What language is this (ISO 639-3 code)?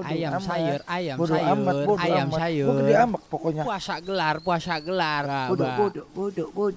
bew